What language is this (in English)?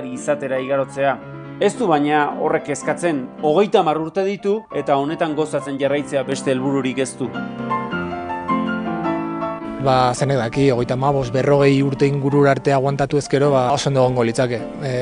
Basque